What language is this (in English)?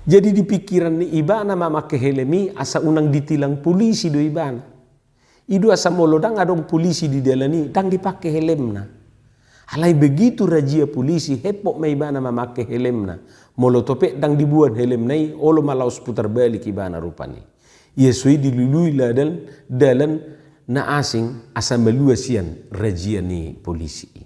Batak Toba